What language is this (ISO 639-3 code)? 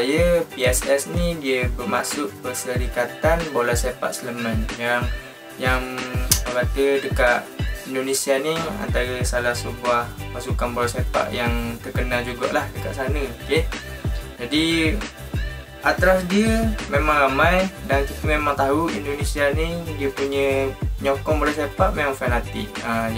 msa